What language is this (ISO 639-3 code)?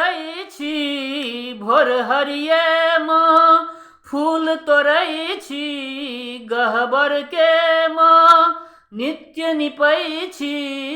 mai